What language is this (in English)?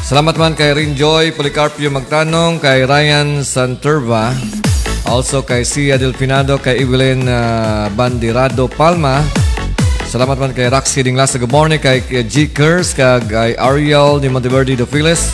Hiligaynon